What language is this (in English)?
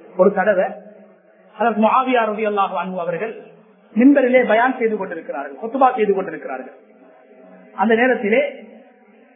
Tamil